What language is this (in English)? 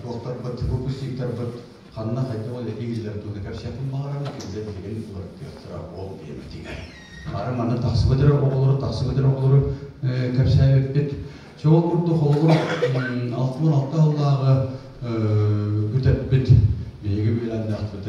Yakut